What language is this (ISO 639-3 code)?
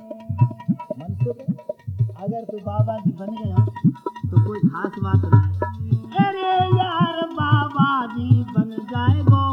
hin